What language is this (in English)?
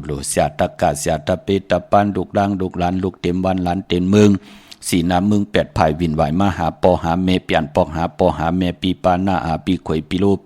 Shan